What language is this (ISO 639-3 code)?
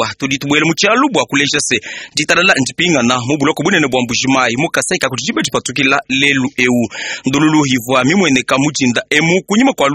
lua